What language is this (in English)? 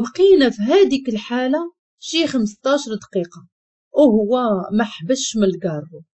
Moroccan Arabic